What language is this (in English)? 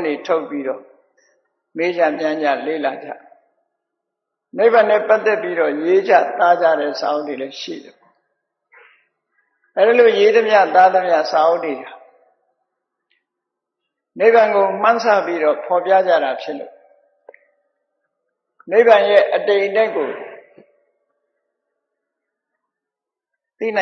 Burmese